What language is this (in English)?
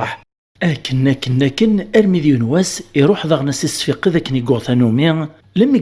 Kabyle